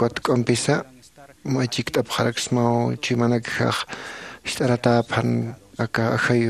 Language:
Aymara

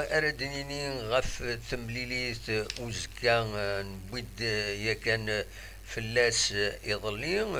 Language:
Kabyle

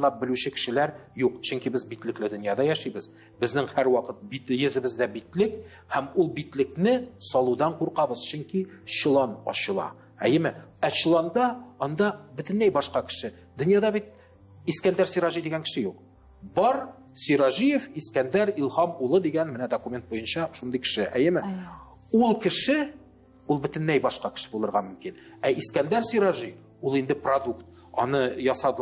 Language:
Tatar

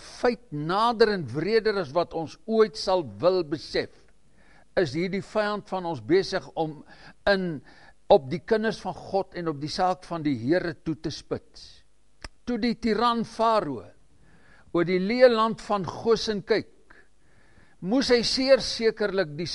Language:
Afrikaans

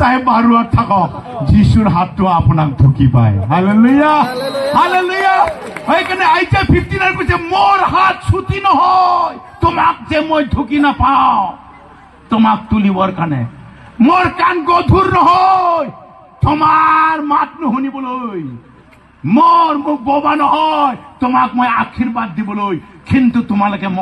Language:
Assamese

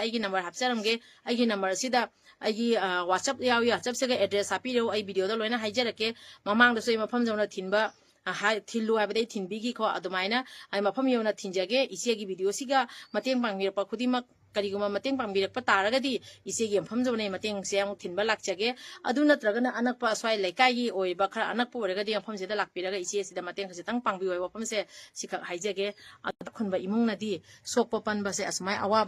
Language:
Manipuri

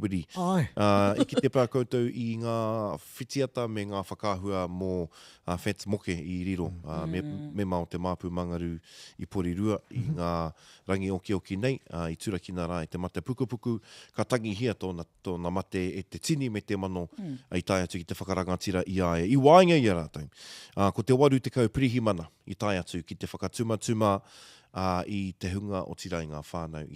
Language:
Māori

